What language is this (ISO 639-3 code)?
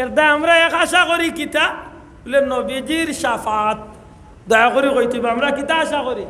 syl